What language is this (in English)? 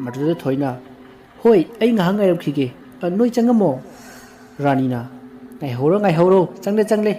Manipuri